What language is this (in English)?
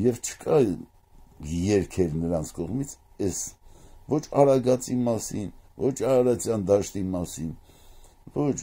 Armenian